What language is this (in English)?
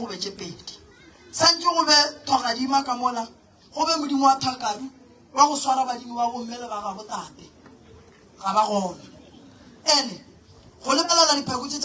Northern Sotho